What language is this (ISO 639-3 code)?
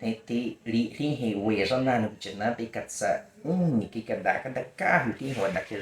bwi